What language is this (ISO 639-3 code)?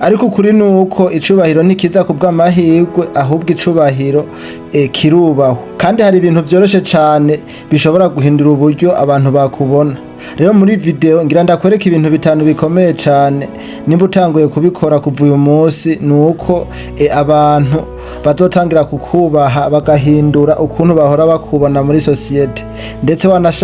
run